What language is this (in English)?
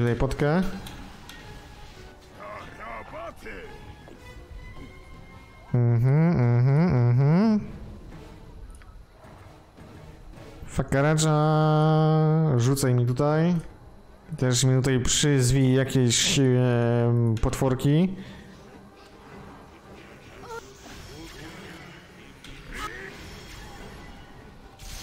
Polish